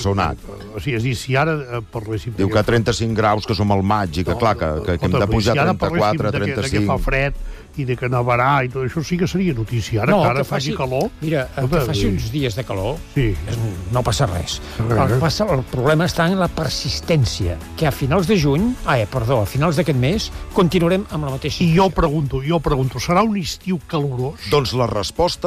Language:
Catalan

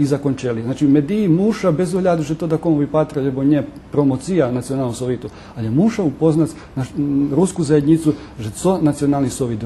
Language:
Rusyn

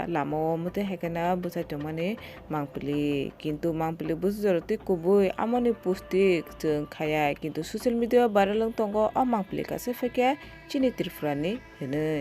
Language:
Kok Borok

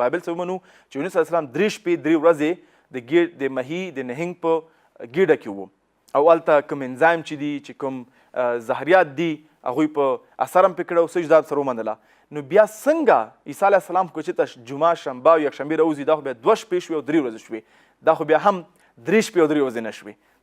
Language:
Pashto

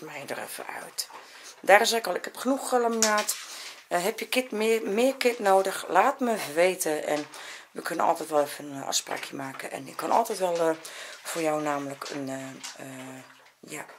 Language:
Dutch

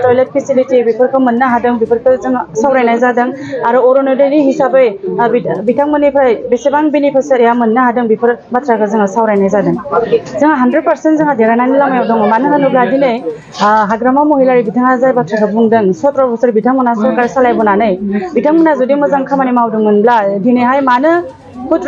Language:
Bodo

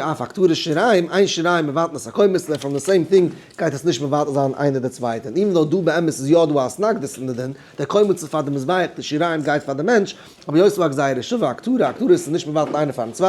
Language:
Yiddish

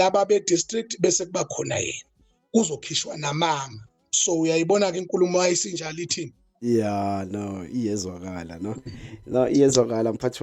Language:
Zulu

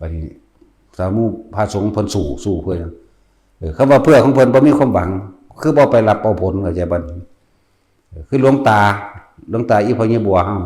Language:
Northeastern Thai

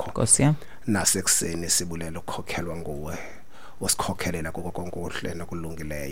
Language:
Xhosa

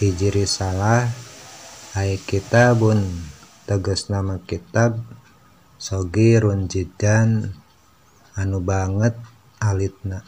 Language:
Sundanese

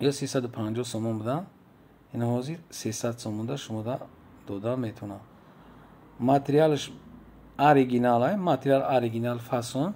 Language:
Tajik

